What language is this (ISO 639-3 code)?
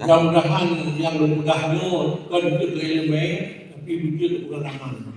ace